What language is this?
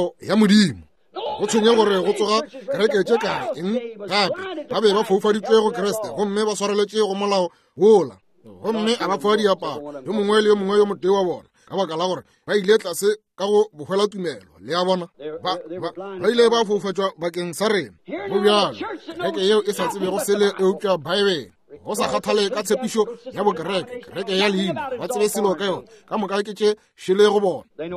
Northern Sotho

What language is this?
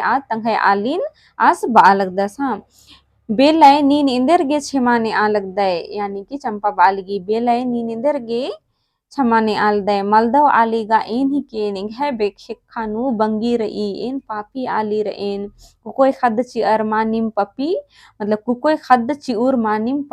Kurukh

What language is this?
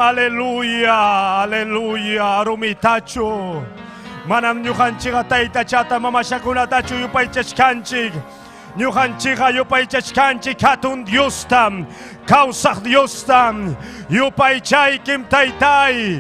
Ayacucho Quechua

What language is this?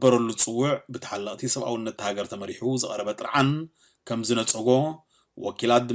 Tigrinya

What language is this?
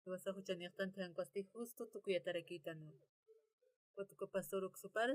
Aymara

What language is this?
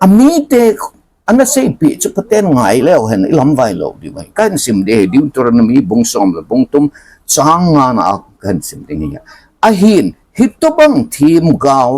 Thado Chin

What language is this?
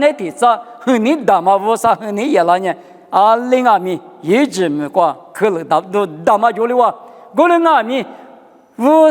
Lisu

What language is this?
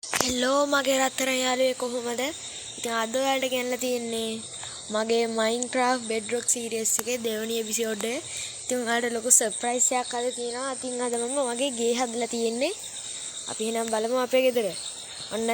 Sinhala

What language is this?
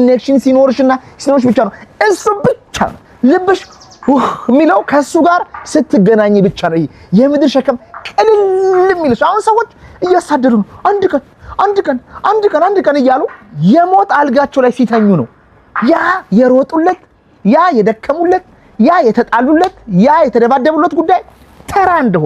Amharic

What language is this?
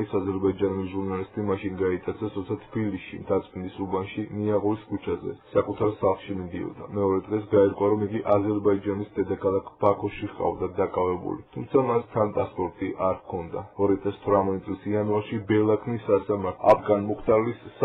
Georgian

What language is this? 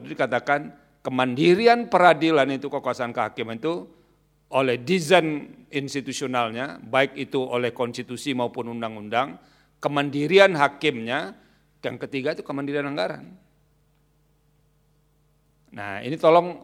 Indonesian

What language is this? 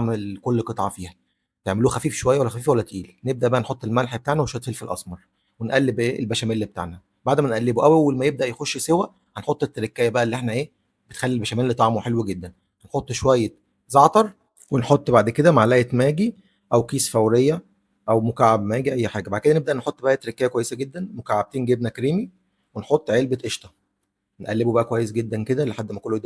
Egyptian Arabic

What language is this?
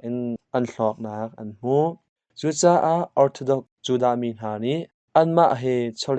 Hakha Chin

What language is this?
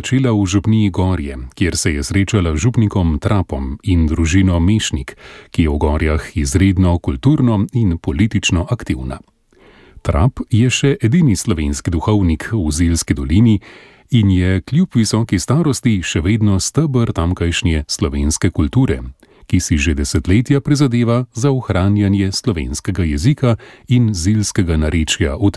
Slovenian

